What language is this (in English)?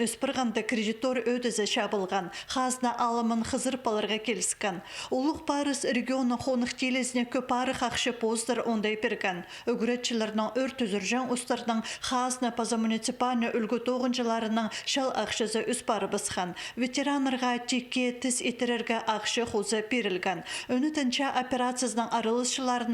Khakas